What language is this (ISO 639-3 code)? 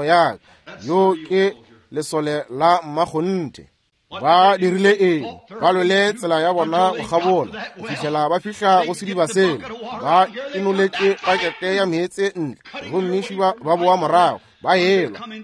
nso